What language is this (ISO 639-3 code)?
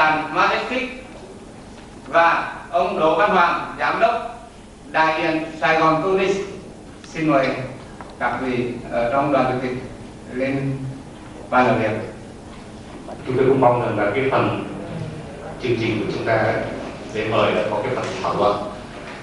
vie